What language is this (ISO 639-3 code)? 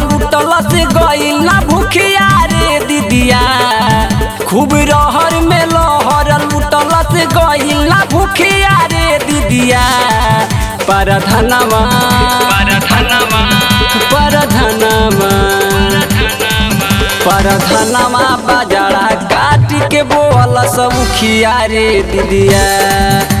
bho